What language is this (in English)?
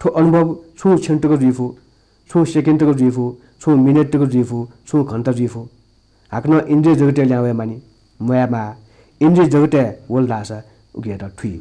Newari